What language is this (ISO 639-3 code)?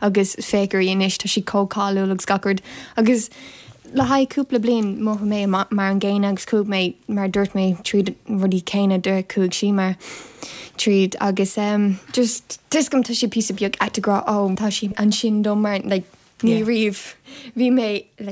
gle